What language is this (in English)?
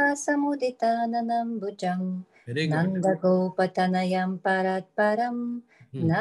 Sanskrit